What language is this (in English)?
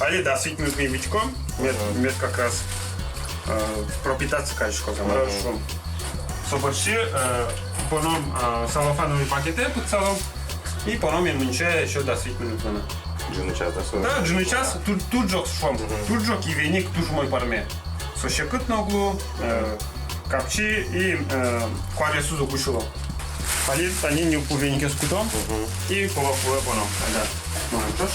Udmurt